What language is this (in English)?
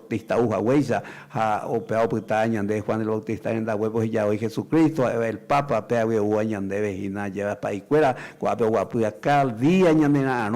Guarani